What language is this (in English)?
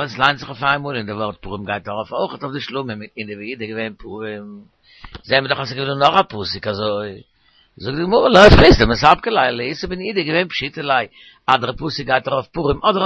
Yiddish